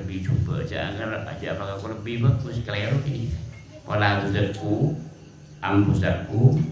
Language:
Madurese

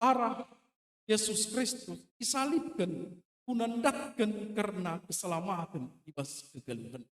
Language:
Batak Karo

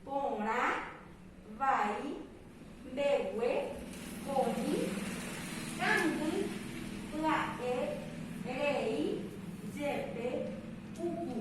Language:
Guarani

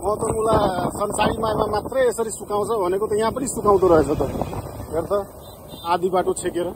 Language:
Nepali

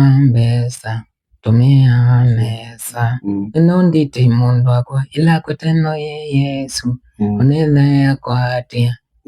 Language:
Kikuyu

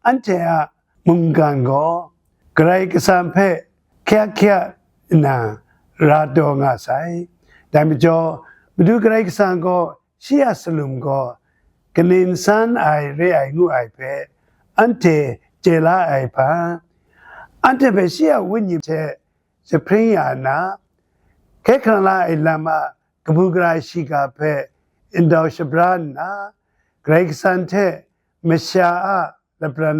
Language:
Kachin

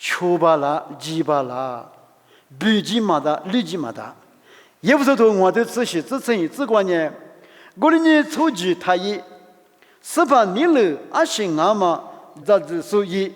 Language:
Lisu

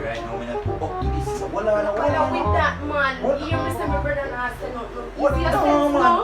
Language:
Jamaican Creole English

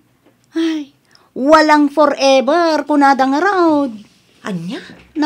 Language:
Iloko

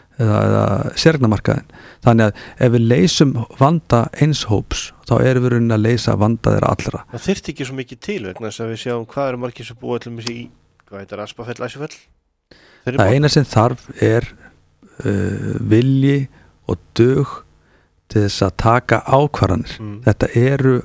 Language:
Icelandic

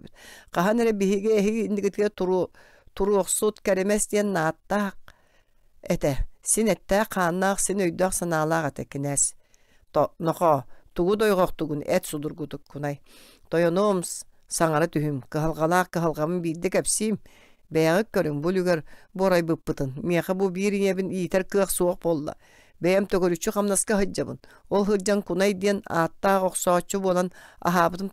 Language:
Yakut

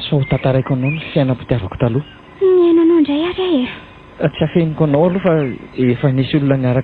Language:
Malagasy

